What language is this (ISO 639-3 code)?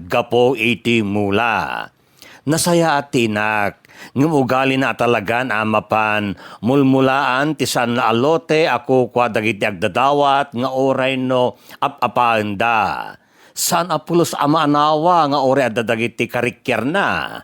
ilo